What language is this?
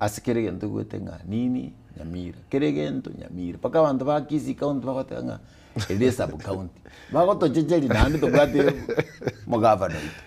Gusii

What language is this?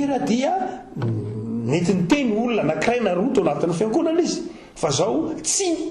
Malagasy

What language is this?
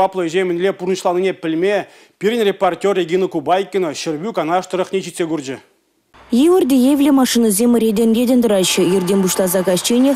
Chuvash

